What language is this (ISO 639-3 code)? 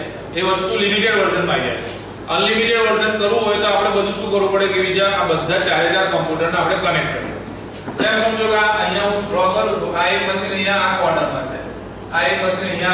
guj